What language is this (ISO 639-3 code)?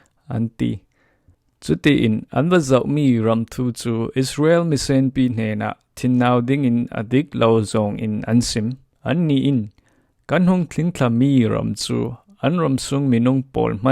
cfm